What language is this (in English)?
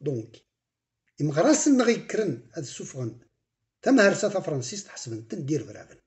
Kabyle